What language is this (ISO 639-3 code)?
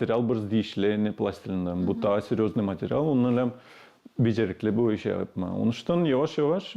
gag